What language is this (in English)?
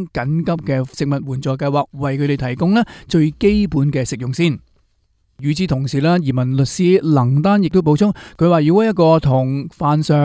Cantonese